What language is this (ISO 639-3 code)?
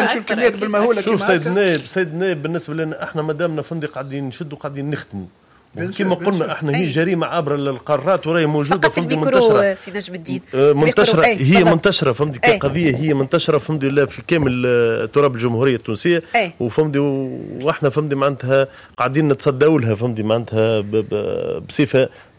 aeb